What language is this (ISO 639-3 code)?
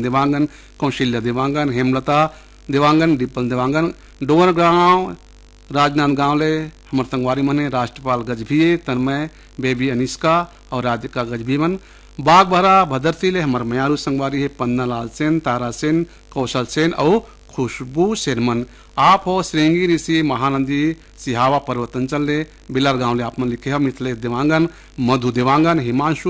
hne